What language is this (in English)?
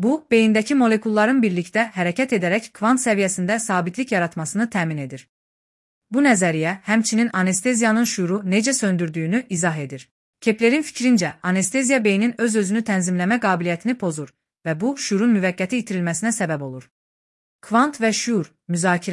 Azerbaijani